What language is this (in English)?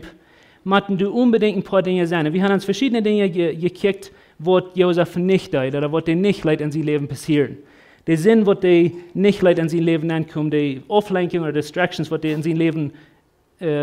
Plautdietsch